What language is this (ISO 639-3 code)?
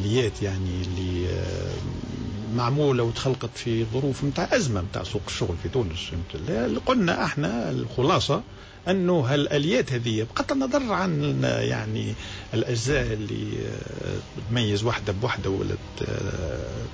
aeb